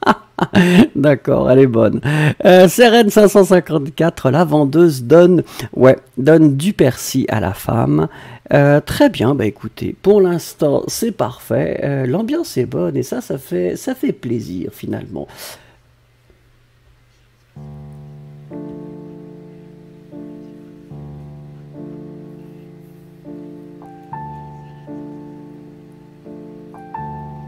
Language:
French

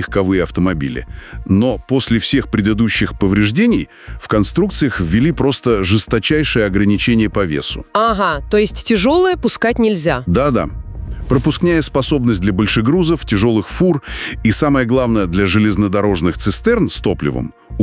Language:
Russian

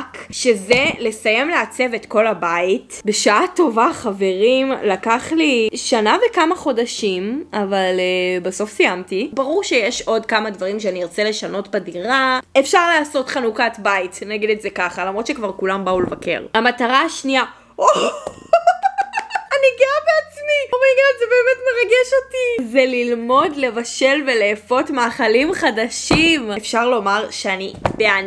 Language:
Hebrew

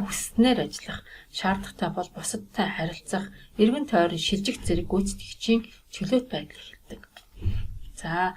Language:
Mongolian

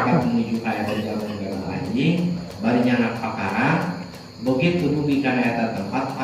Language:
Sundanese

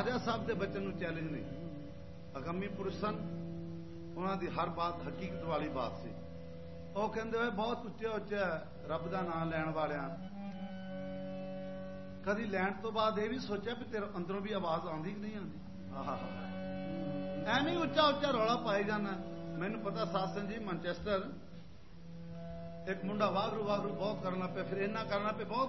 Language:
Punjabi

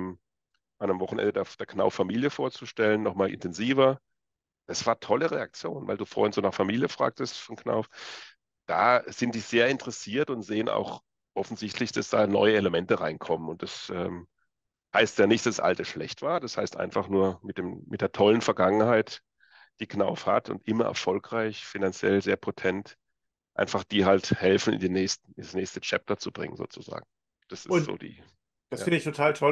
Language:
German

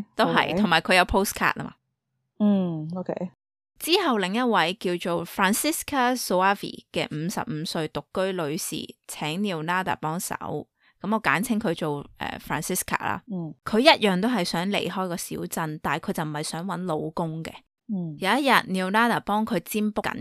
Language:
Cantonese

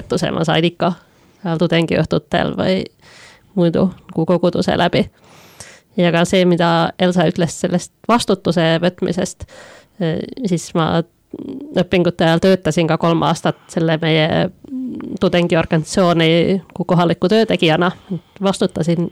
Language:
Estonian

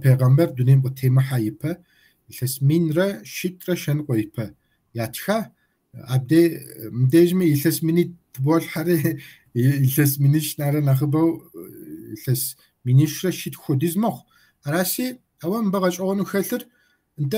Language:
Kabardian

